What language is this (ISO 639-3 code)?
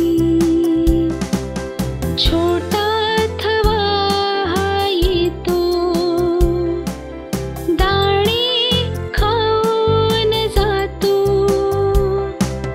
mar